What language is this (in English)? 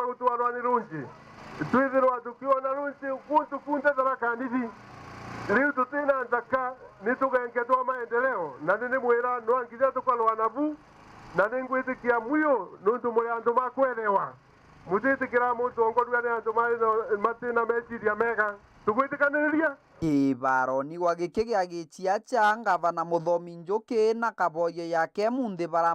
Meru